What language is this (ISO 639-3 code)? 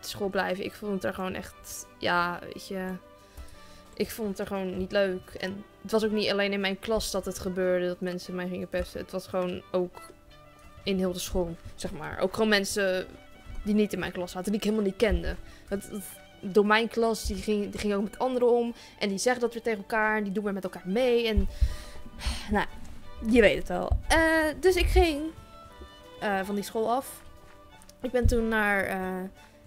nld